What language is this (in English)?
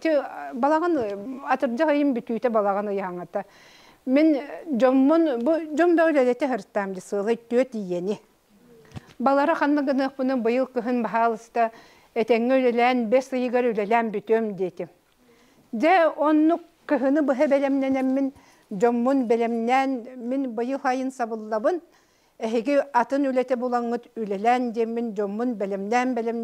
Yakut